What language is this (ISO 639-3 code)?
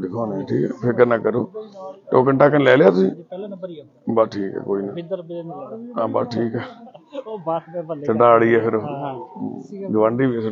pan